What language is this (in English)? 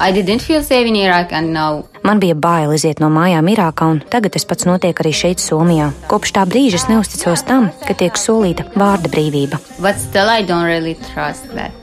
Latvian